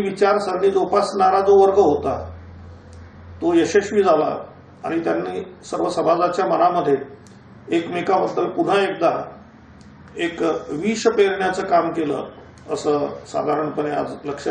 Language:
Marathi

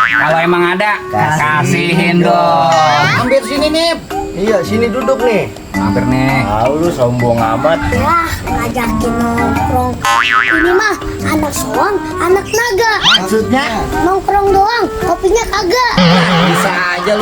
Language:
Betawi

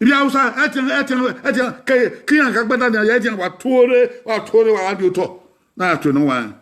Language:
Bini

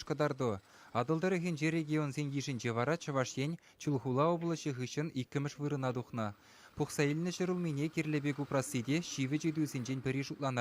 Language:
Chuvash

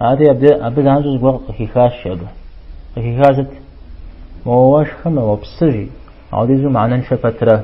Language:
Kabardian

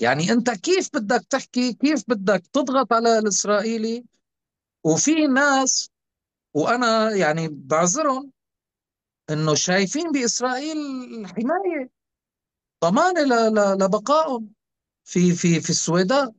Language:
North Levantine Arabic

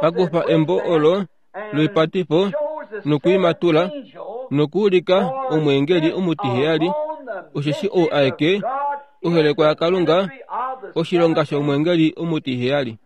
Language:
Kuanyama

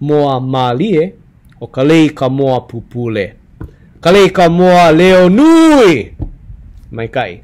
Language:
Hawaiian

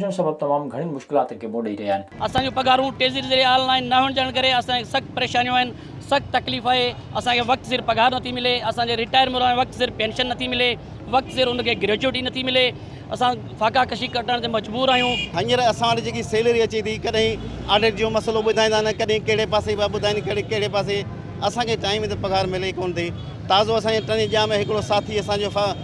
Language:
Sindhi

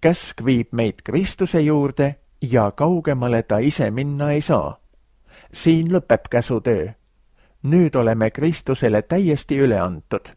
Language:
Estonian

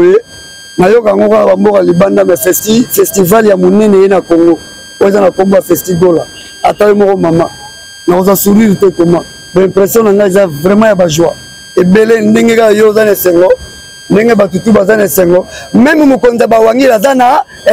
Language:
Lingala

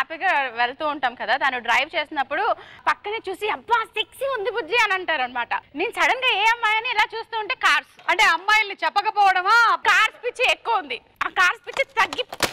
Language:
Telugu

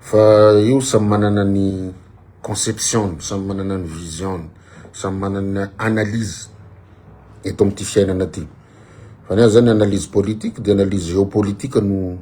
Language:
Malagasy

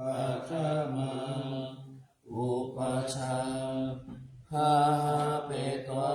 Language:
Pali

